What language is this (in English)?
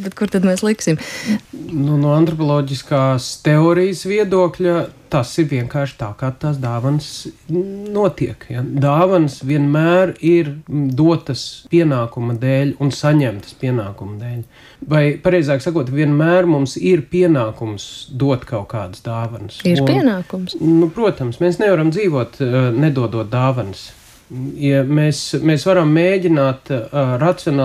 Latvian